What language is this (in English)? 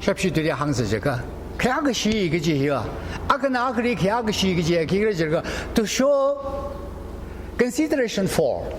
Tangkhul Naga (India)